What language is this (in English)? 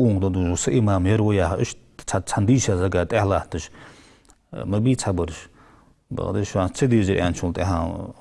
Ingush